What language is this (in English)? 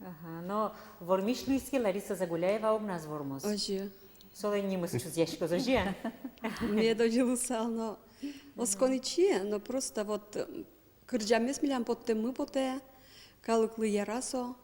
Udmurt